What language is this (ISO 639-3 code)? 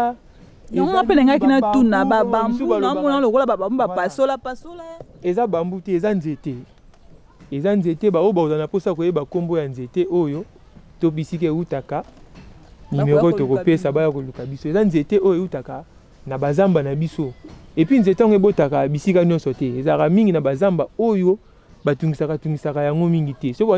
lin